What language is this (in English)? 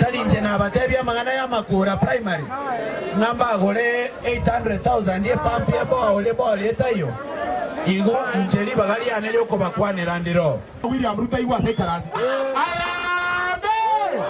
Gusii